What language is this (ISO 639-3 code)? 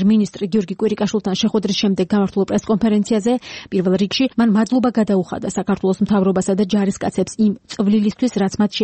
kat